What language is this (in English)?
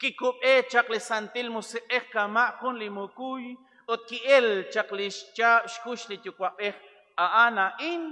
Kekchí